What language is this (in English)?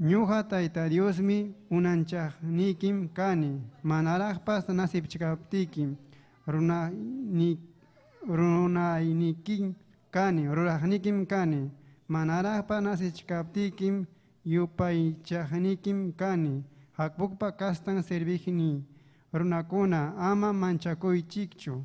Ayacucho Quechua